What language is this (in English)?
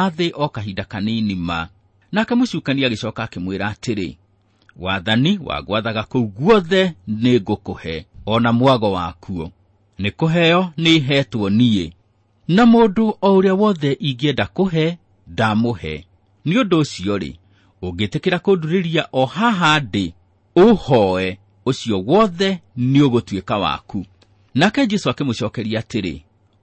Kikuyu